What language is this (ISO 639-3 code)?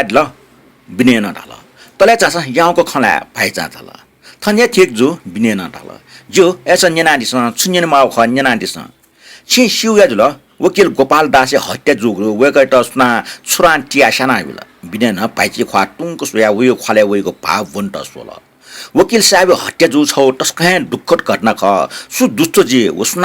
new